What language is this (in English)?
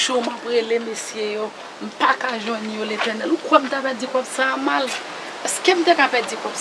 Haitian Creole